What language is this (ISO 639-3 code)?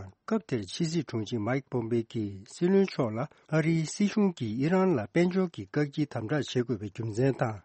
bod